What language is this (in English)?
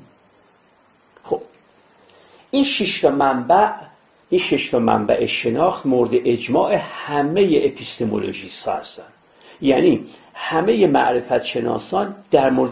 Persian